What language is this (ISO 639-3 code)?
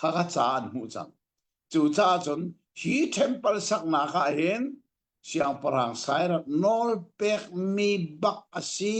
cnh